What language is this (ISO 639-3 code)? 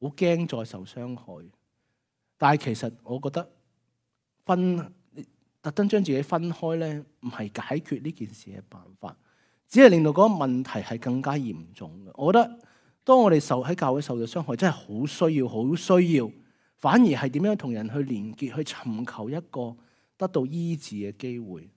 yue